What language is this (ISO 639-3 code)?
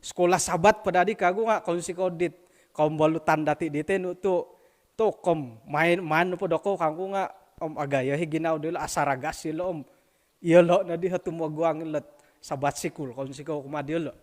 dtp